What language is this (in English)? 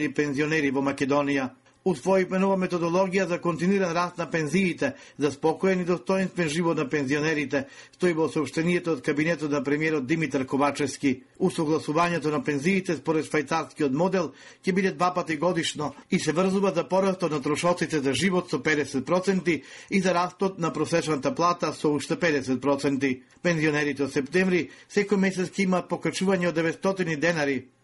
Macedonian